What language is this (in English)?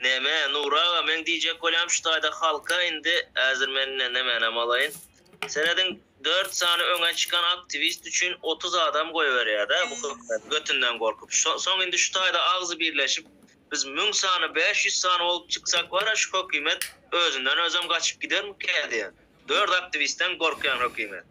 Turkmen